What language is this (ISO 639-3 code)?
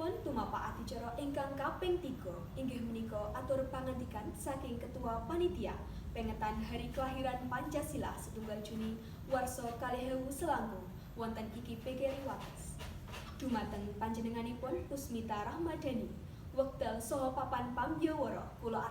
jav